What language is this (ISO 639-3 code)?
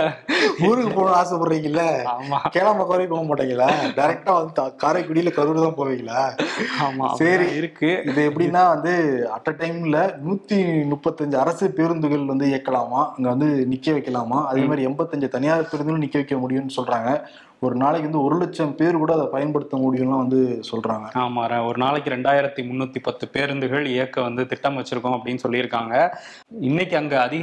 tam